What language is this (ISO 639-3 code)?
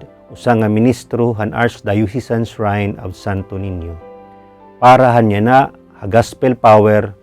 war